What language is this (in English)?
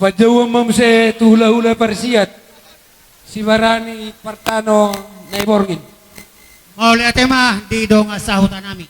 Batak Toba